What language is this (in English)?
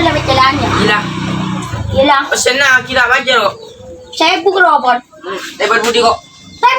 Madurese